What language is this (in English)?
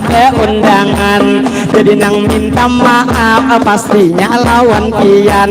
Banjar